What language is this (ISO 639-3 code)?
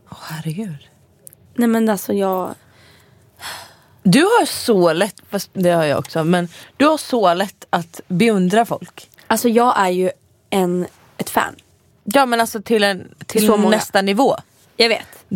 swe